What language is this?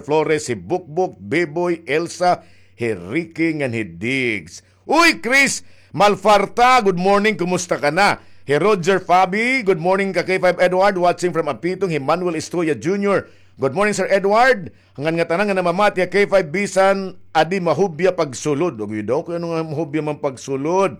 Waray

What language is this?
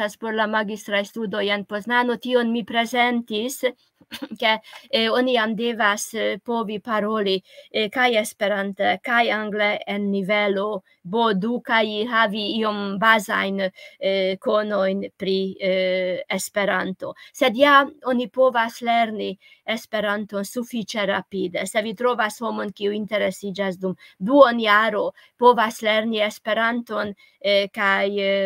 Esperanto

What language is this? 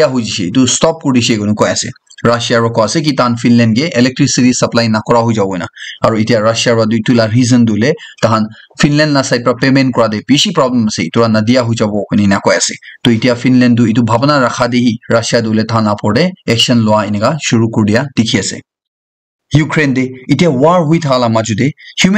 Naga Pidgin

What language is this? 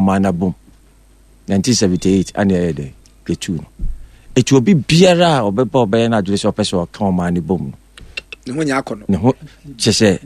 Akan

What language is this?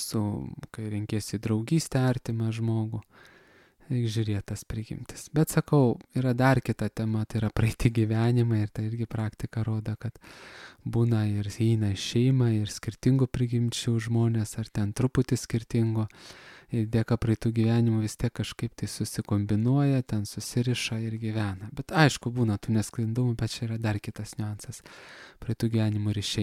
Lithuanian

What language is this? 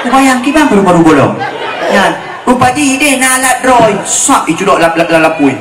Achinese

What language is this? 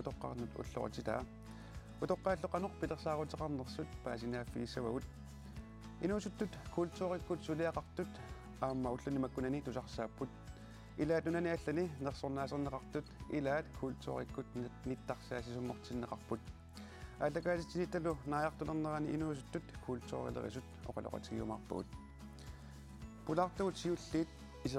Kalaallisut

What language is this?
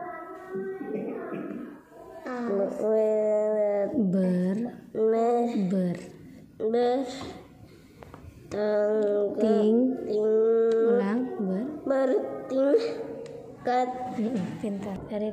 Indonesian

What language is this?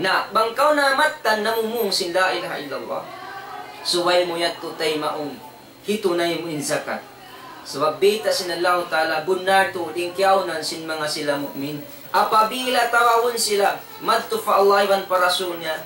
Tausug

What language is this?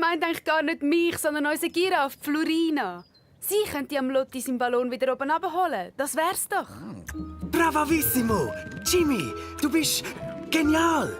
Swiss German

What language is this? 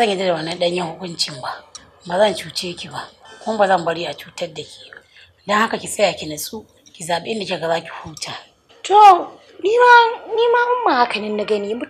Hausa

